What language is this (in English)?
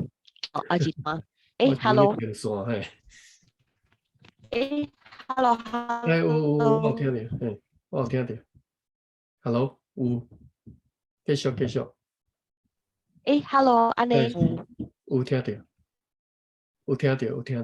Min Nan Chinese